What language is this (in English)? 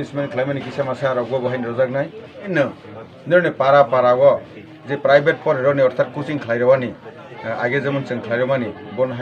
Kok Borok